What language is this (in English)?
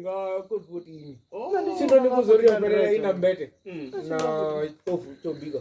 Venda